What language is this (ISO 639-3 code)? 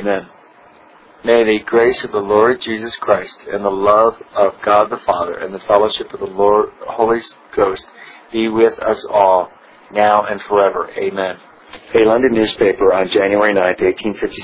eng